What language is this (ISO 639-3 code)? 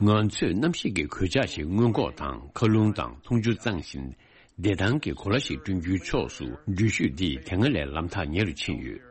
bod